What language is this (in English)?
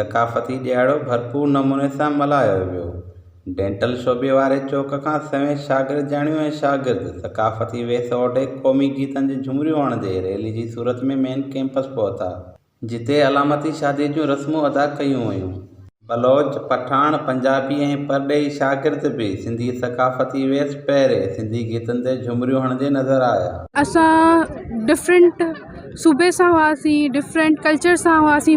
Sindhi